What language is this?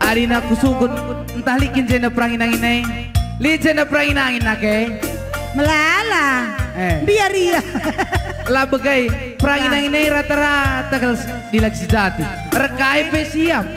Batak Karo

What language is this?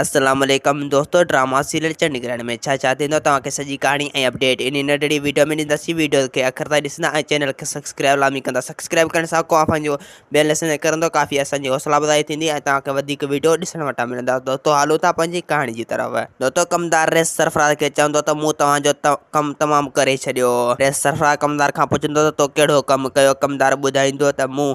Sindhi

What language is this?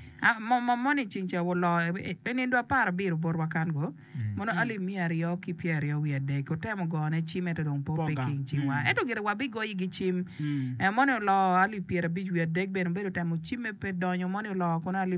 Acoli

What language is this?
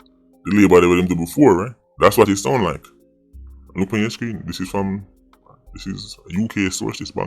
Jamaican Creole English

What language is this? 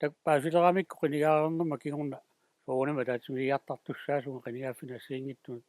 Kalaallisut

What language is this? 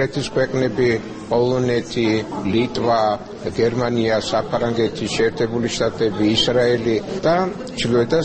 Georgian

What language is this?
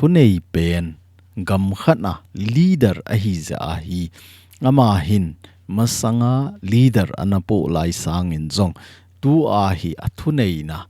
Thado Chin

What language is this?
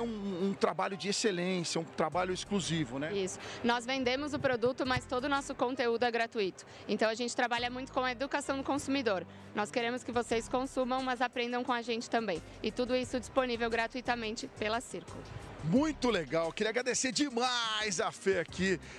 Portuguese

